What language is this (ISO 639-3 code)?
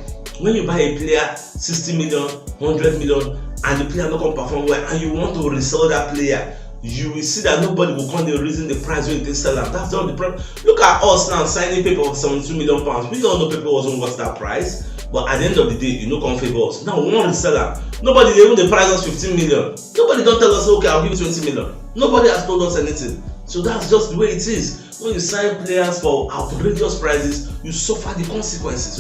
pcm